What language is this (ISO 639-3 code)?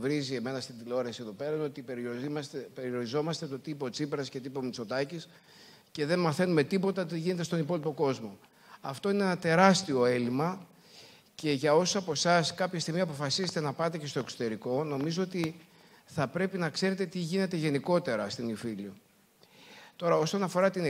ell